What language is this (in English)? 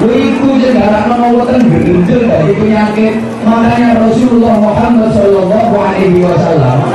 Javanese